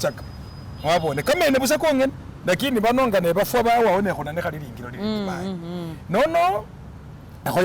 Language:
Masaaba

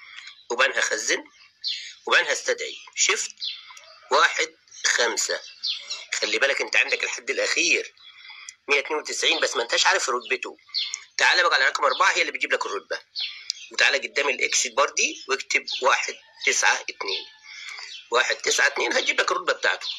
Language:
Egyptian Arabic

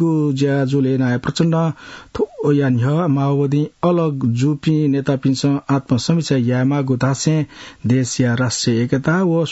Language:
Newari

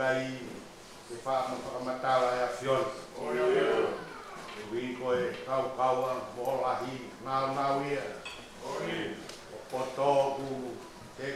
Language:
Tongan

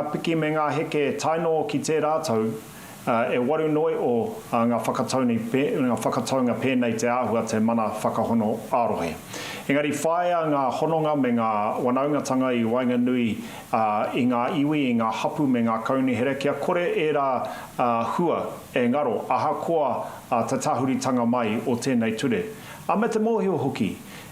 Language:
Māori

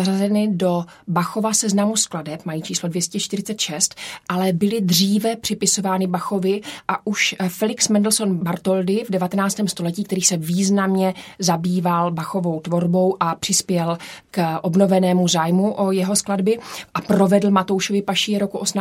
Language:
Czech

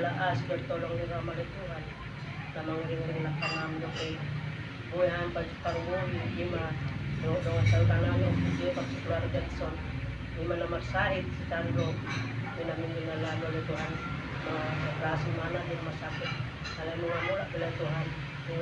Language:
Batak Toba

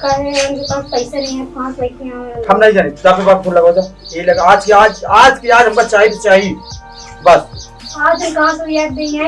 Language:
Awadhi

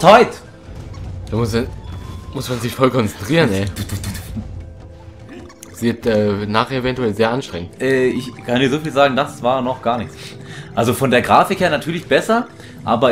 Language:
German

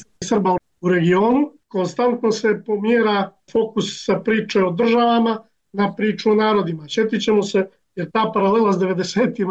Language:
Bosnian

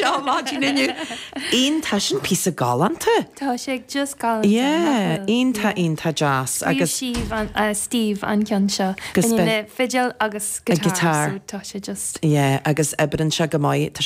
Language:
Irish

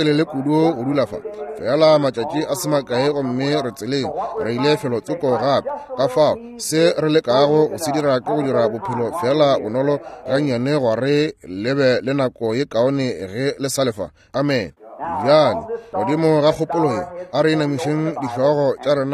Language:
Northern Sotho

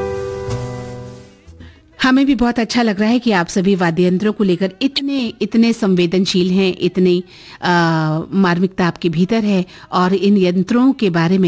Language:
Hindi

